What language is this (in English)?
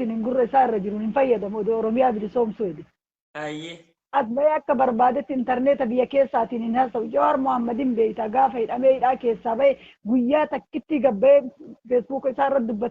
Oromo